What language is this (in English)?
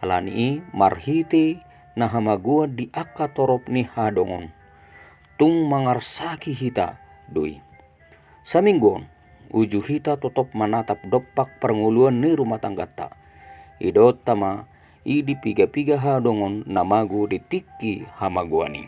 Batak Toba